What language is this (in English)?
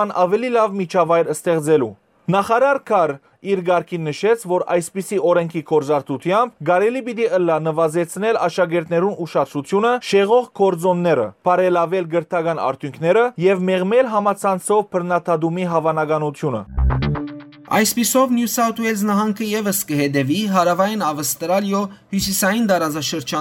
Western Armenian